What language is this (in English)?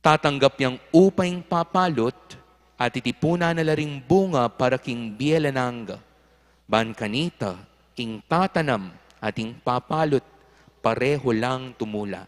Pampanga